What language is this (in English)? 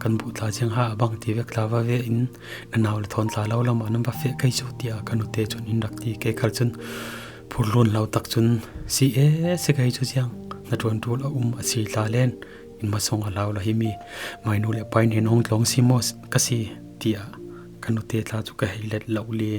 Falam Chin